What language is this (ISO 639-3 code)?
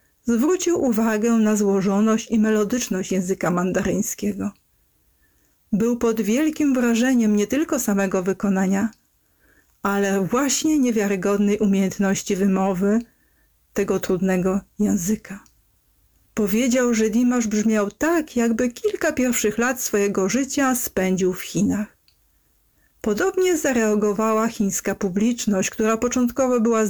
pol